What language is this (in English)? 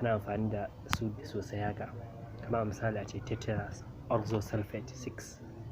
Hausa